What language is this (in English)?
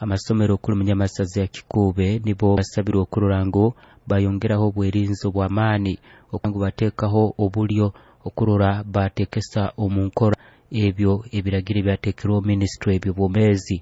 Nyoro